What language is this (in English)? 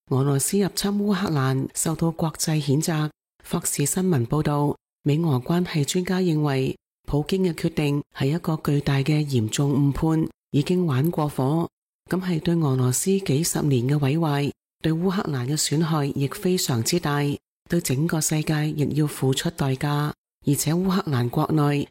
Cantonese